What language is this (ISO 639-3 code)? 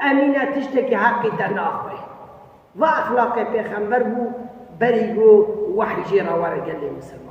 kur